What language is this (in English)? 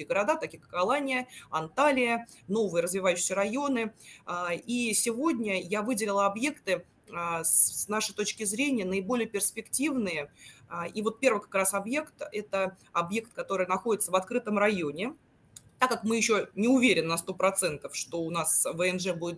Russian